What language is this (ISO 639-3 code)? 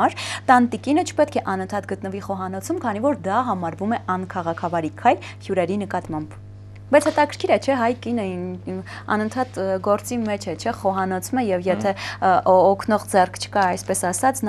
hye